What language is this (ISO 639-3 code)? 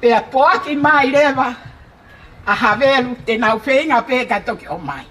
ton